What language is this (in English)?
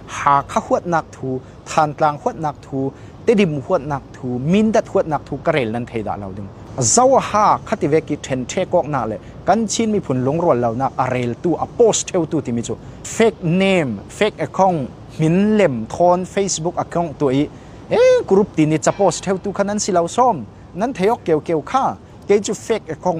Falam Chin